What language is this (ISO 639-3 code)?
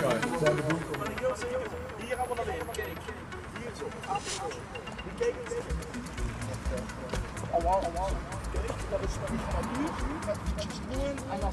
nld